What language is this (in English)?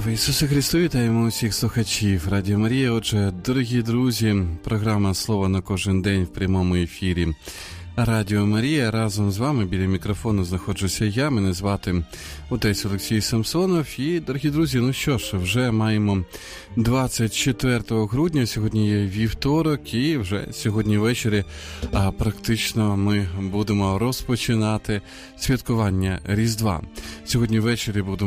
Ukrainian